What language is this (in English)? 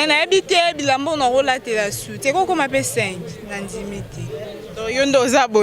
Lingala